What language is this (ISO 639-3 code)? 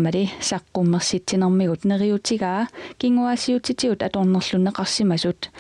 kal